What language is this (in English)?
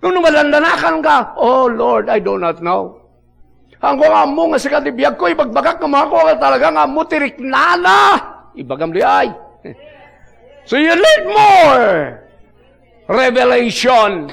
Iloko